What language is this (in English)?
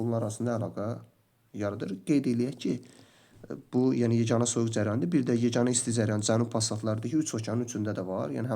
Azerbaijani